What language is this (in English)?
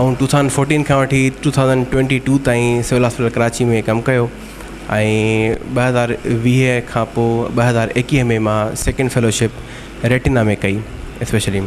Sindhi